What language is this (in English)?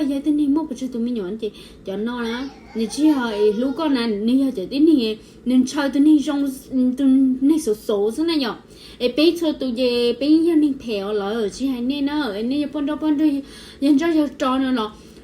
Hmong